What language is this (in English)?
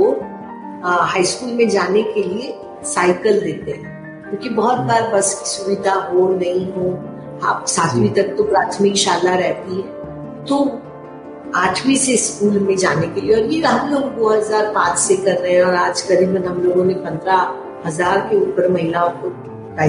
Hindi